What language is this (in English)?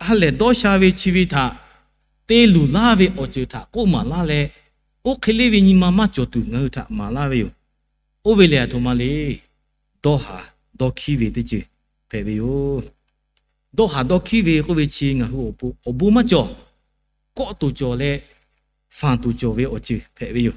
Lahu